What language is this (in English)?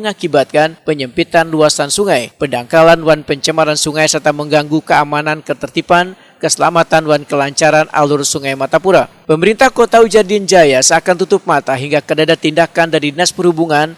Banjar